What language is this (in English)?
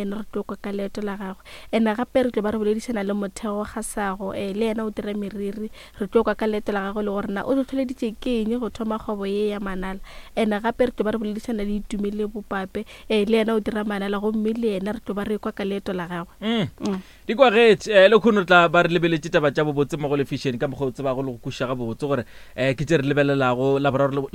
Northern Sotho